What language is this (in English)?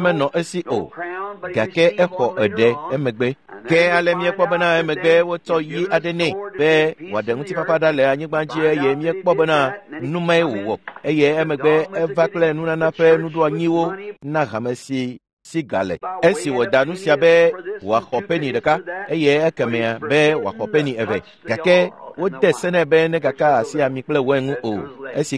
Ewe